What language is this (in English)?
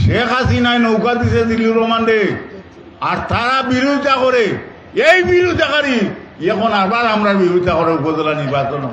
Sylheti